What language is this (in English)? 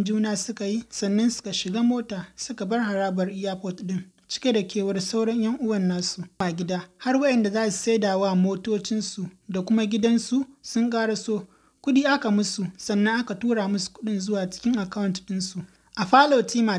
Hausa